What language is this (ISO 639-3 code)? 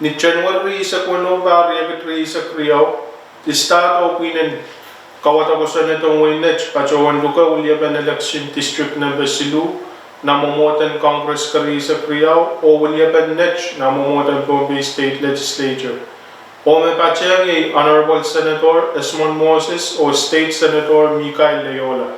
pon